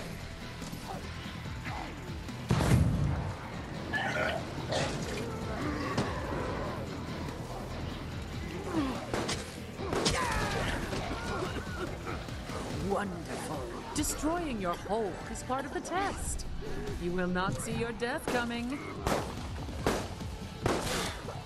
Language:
English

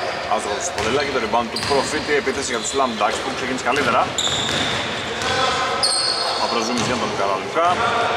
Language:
Greek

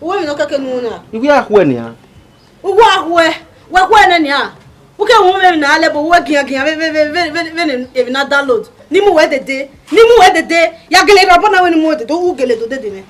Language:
Bini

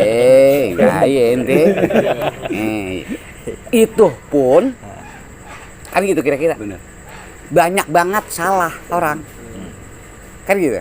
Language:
Betawi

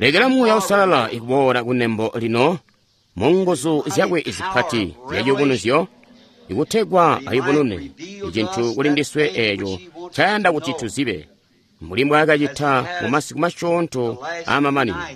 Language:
Tonga (Zambia)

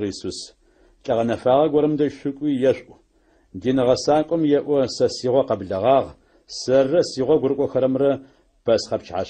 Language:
Adyghe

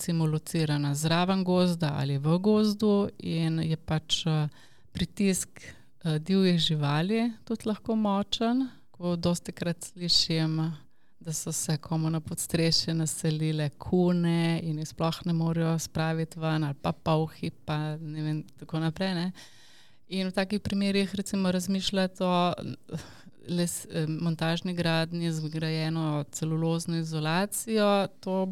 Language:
Slovenian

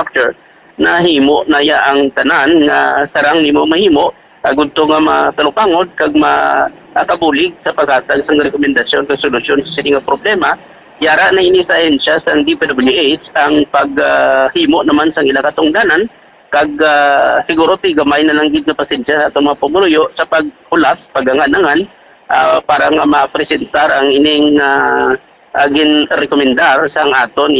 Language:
Hiligaynon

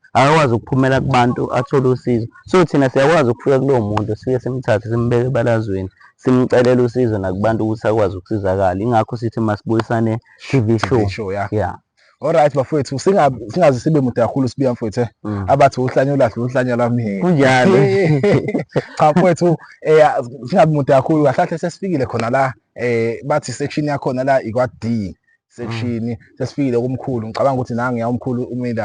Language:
Zulu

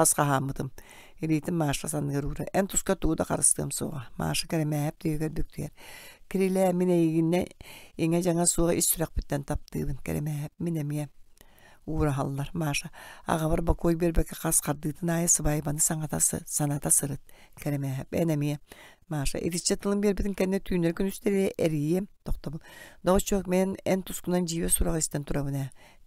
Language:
Yakut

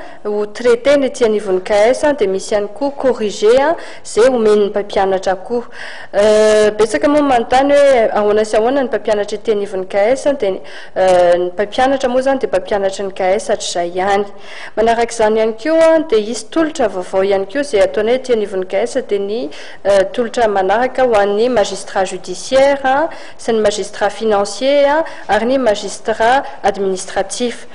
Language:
Malagasy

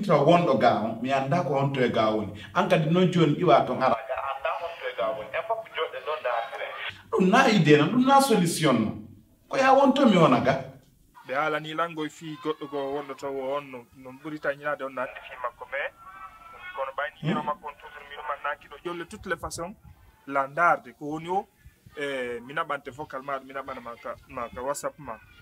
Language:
Pular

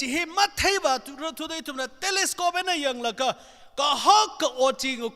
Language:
Tangkhul Naga (India)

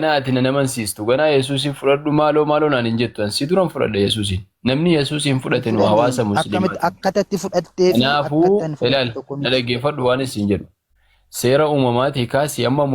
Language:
Oromo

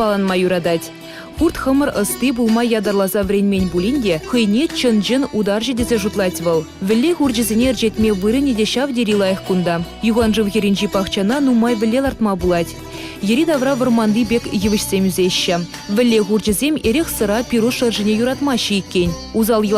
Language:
Chuvash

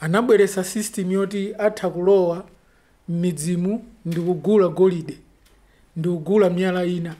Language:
Nyanja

